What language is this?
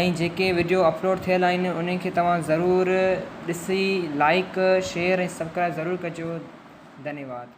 Sindhi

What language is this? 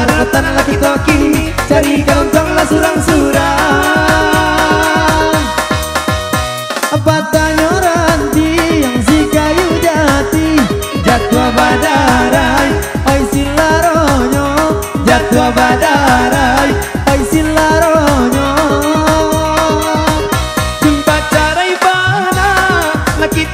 Minangkabau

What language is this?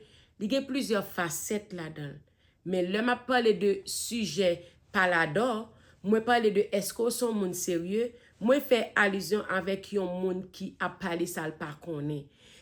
Haitian Creole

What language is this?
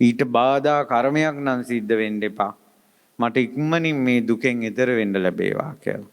Sinhala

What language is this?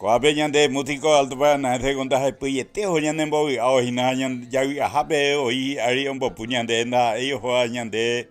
Guarani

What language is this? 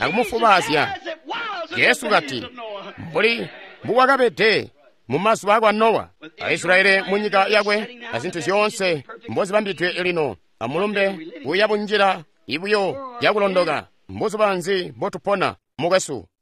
Tonga (Zambia)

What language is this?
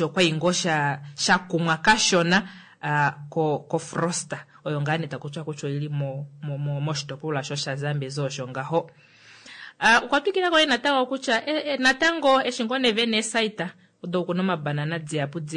Kuanyama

